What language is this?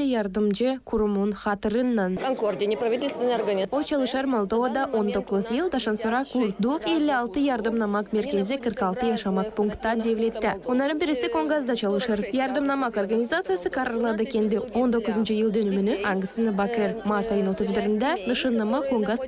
Gagauz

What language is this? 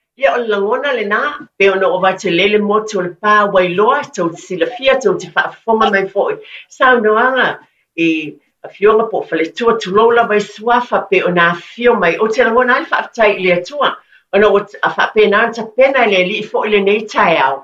Samoan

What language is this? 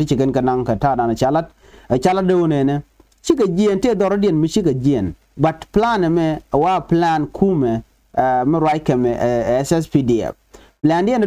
Nuer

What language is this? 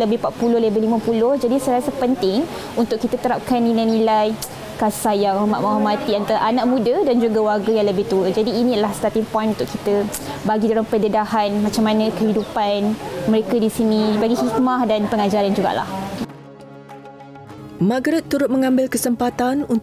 Malay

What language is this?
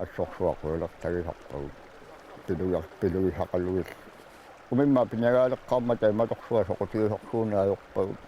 Kalaallisut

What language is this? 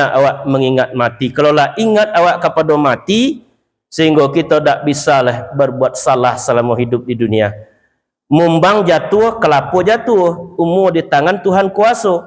Minangkabau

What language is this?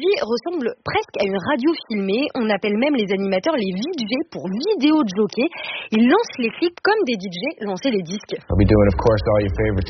French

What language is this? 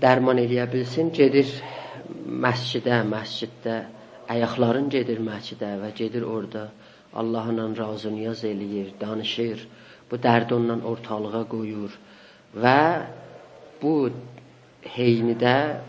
South Azerbaijani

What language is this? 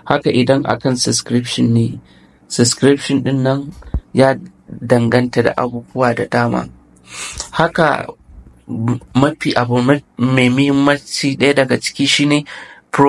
Hausa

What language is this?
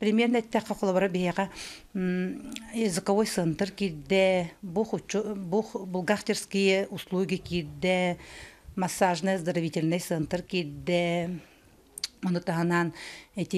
Yakut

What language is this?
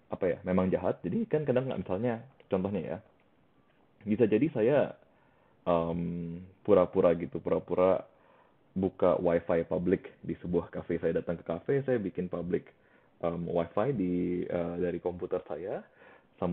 Indonesian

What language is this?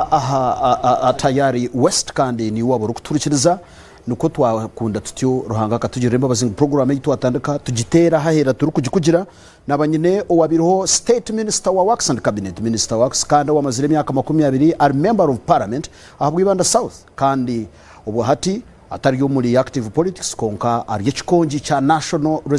Nyankole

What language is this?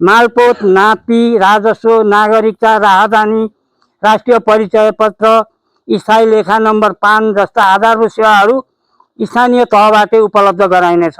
Nepali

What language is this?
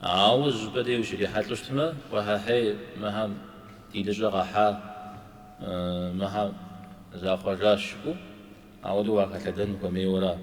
Kabardian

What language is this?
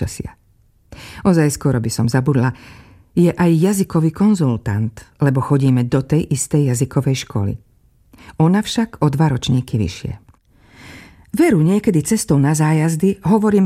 Slovak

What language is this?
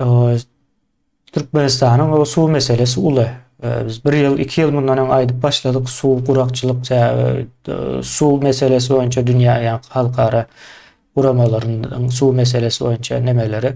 Turkmen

